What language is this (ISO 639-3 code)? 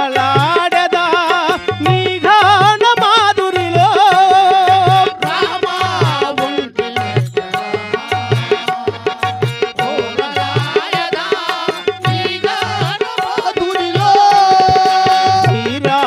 tel